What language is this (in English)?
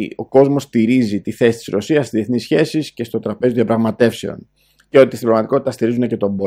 Greek